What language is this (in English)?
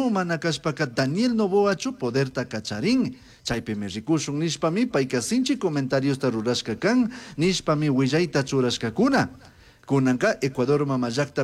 Chimborazo Highland Quichua